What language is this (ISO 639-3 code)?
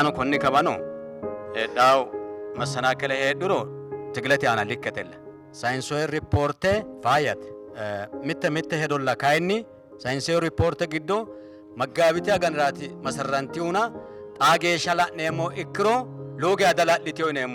sid